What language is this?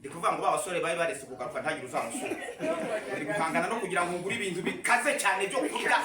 Kinyarwanda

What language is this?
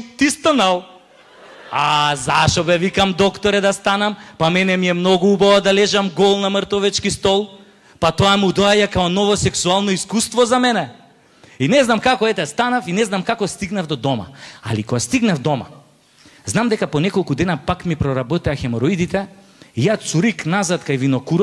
Macedonian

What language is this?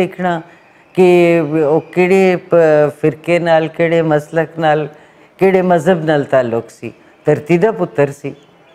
Western Panjabi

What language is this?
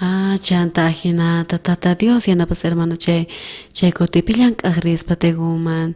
South Bolivian Quechua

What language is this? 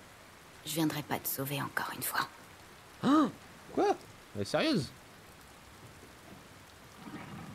French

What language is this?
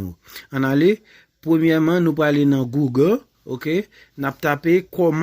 Haitian Creole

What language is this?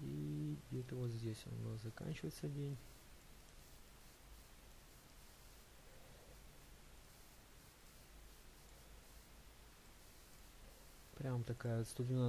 Russian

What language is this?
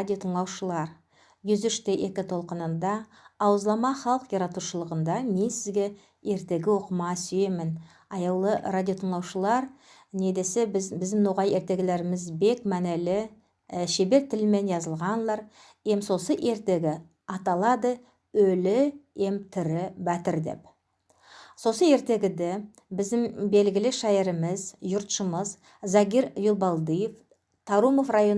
Nogai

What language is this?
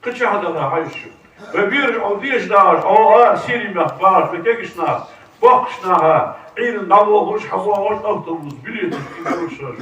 Ingush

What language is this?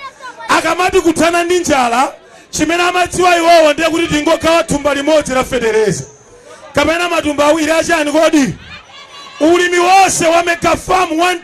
Nyanja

